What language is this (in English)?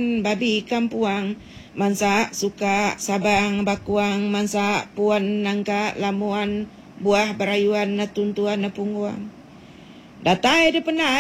Iban